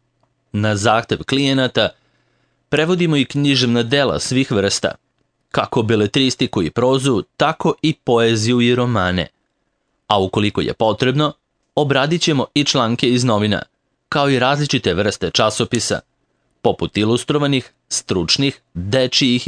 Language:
Serbian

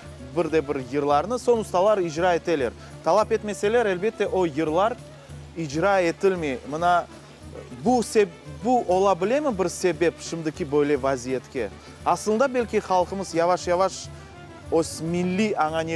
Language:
Crimean Tatar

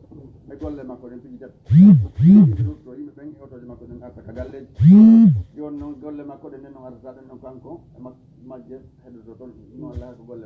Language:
Fula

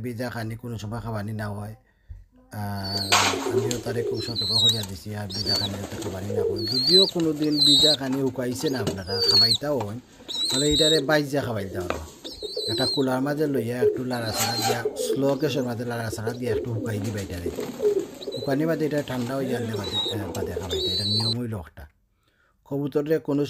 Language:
Sylheti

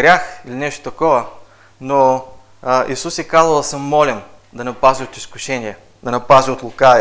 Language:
Bulgarian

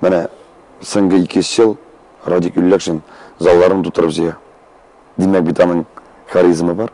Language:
Tatar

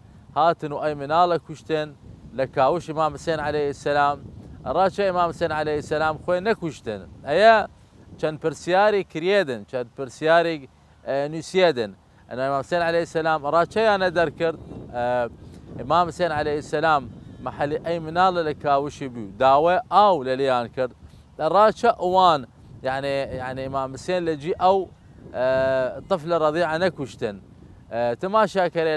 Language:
Southern Kurdish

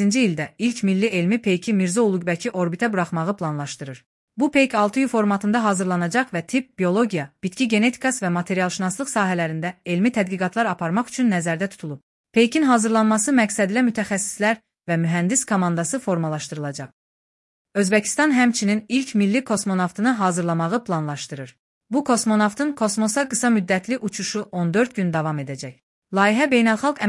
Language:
Azerbaijani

